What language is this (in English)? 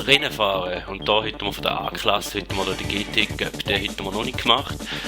Swiss German